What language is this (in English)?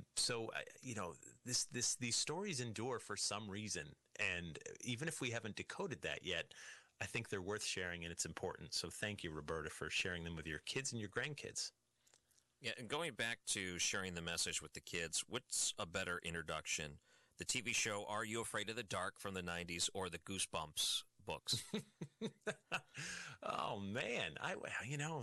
English